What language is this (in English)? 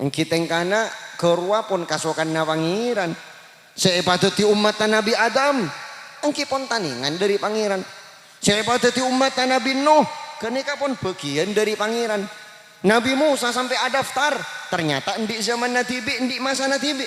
Madurese